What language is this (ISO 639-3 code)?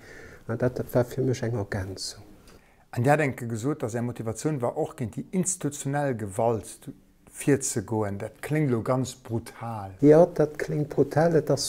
ltz